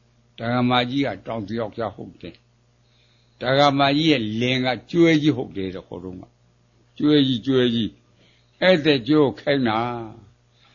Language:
Burmese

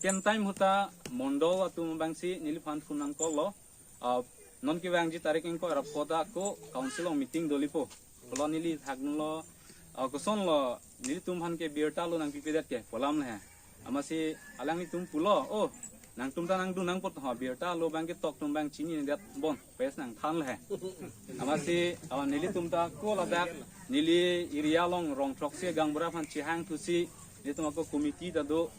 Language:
Karbi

